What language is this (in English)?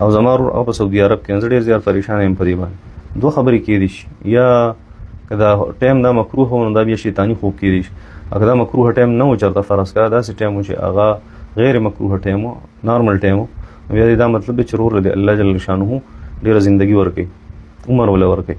Pashto